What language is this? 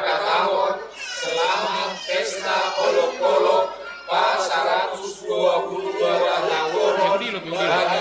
Batak Simalungun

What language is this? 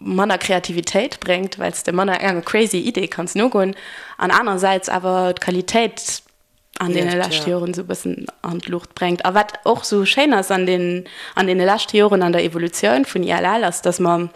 Luxembourgish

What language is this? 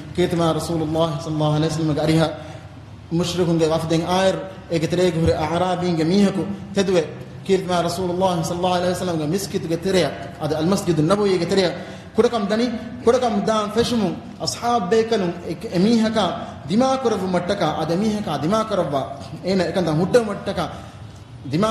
Divehi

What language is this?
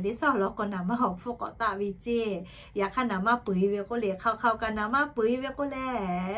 Lahu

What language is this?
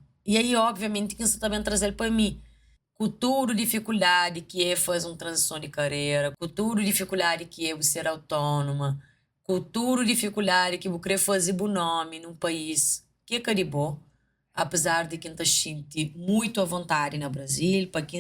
Kabuverdianu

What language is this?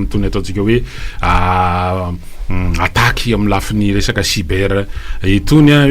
Malagasy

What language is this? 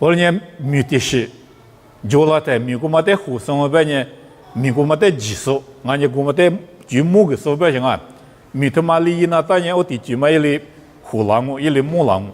Lisu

